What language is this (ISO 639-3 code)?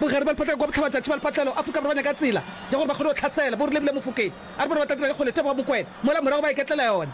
nso